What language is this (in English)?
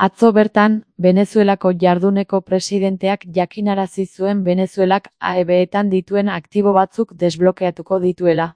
Basque